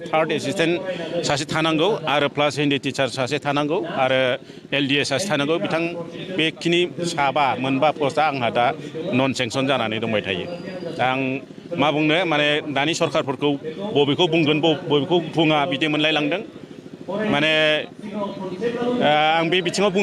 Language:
Bodo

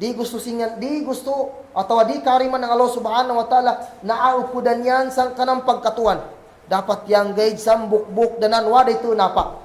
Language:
Kagan Kalagan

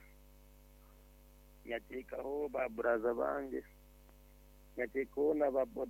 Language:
Kinyarwanda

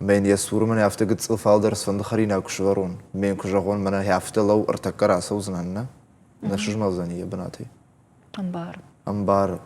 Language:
Ossetic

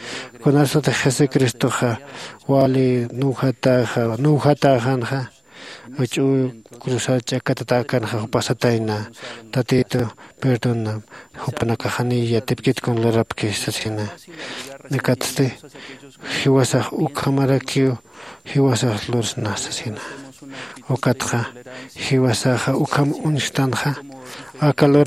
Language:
Aymara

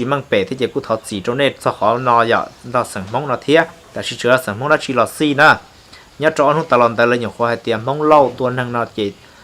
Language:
Hmong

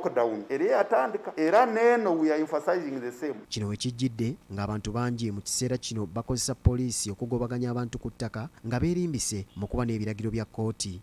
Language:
Ganda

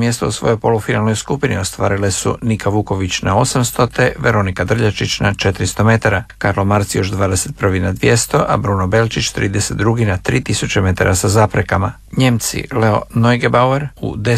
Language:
Croatian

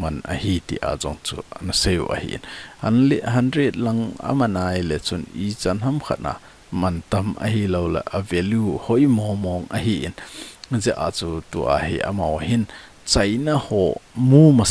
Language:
Thado Chin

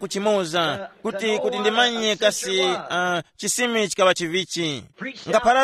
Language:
Tumbuka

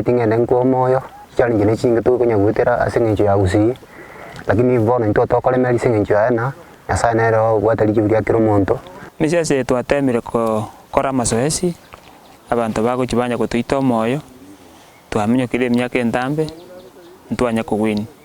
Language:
Gusii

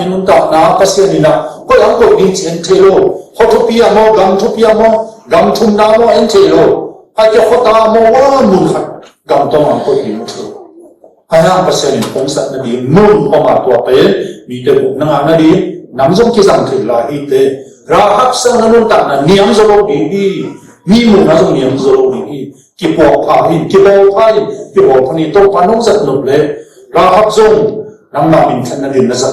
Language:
Tedim Chin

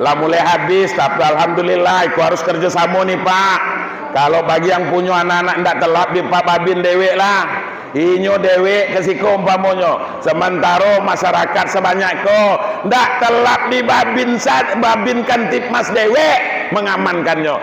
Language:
Minangkabau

